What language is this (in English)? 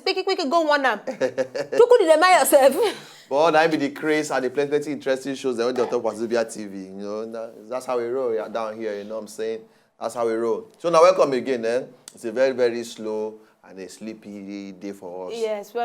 Nigerian Pidgin